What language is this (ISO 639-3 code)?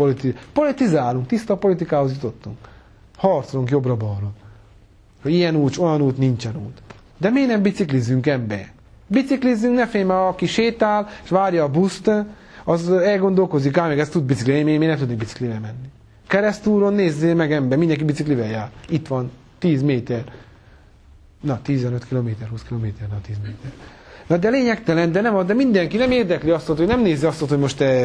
hun